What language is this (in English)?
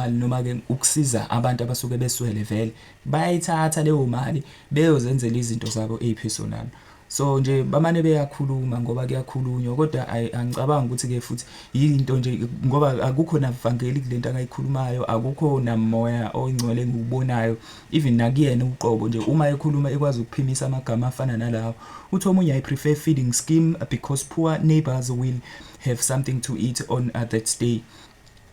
Zulu